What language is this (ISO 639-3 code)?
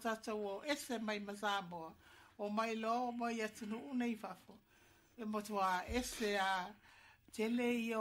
smo